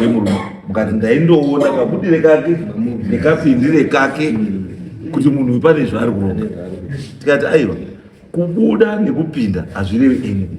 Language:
Shona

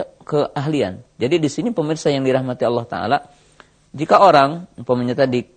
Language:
Indonesian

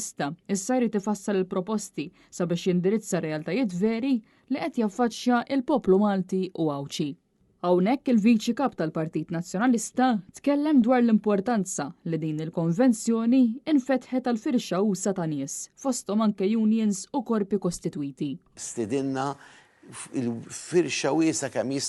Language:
Maltese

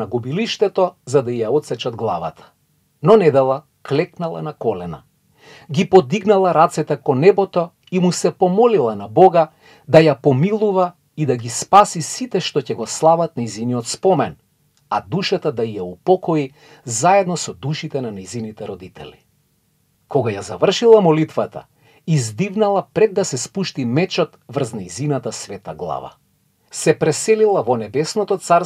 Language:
Macedonian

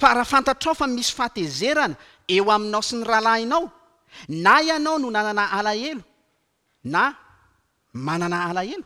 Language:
Malagasy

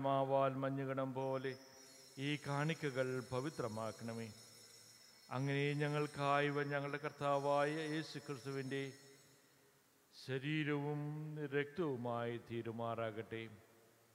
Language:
Malayalam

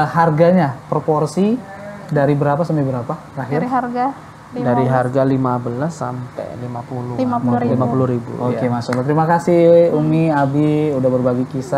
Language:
Indonesian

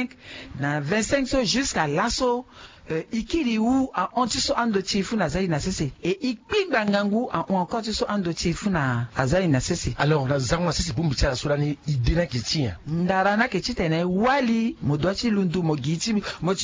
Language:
Sango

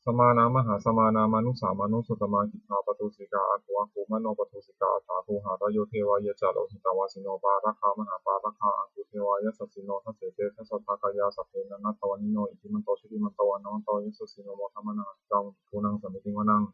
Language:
Pali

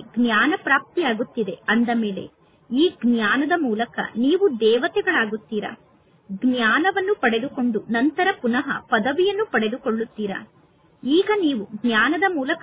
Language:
Kannada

